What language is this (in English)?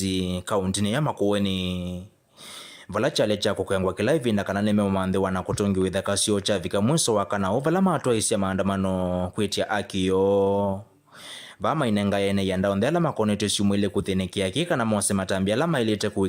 Kamba